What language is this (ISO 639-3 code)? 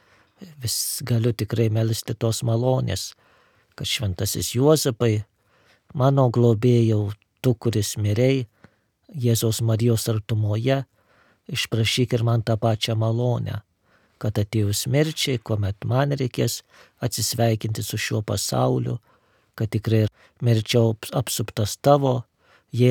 lit